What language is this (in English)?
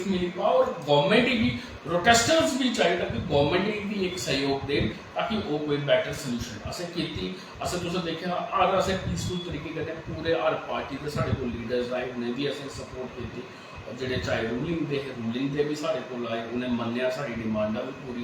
Dogri